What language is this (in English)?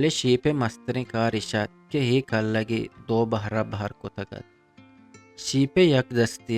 Eastern Balochi